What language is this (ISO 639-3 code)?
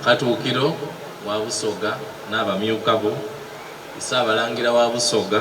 xog